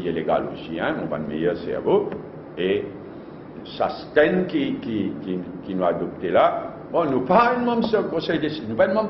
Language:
Morisyen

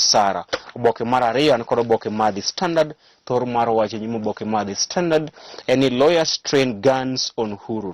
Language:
Luo (Kenya and Tanzania)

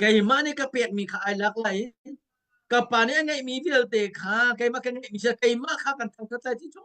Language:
Hakha Chin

